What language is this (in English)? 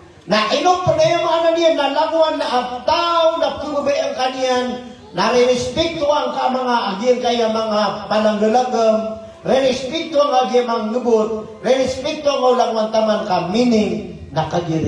Maranao